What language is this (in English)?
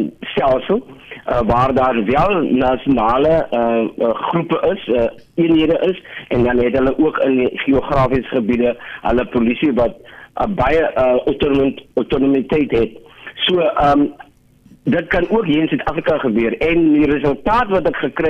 Afrikaans